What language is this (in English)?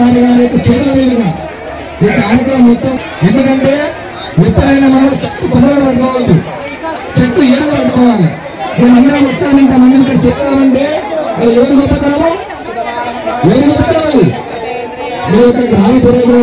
Telugu